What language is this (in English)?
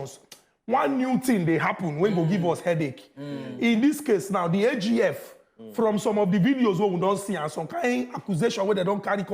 Nigerian Pidgin